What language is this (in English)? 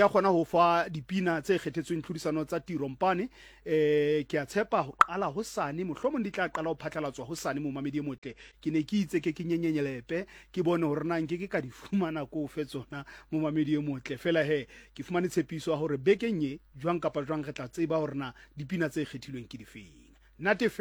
Southern Sotho